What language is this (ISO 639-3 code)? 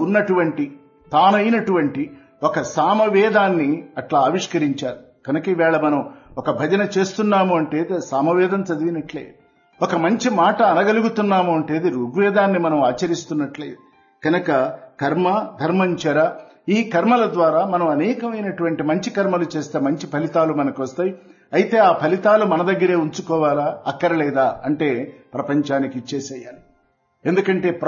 tel